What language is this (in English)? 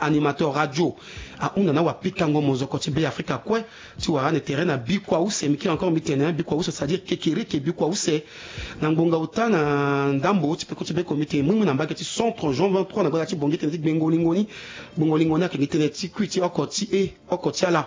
Sango